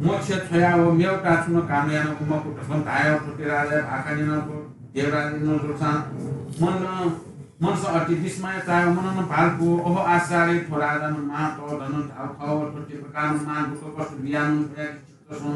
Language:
Newari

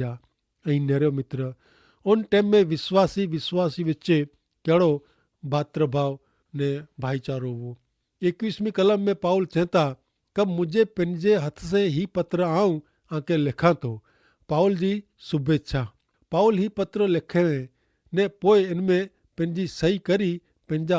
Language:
Kachhi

